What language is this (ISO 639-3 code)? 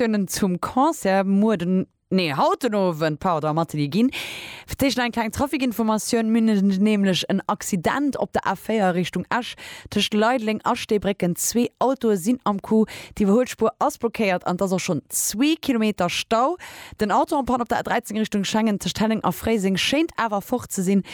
ltz